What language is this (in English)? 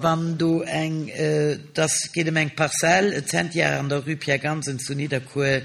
Luxembourgish